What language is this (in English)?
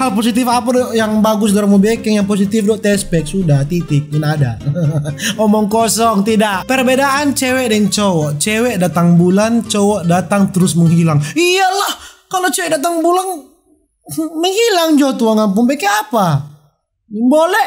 Manado Malay